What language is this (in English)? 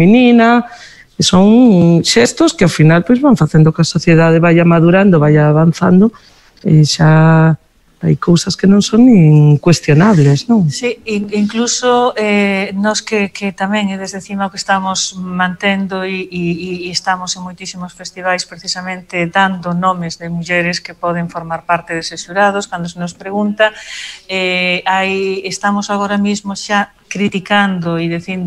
Galician